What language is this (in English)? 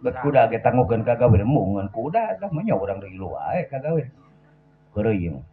Sundanese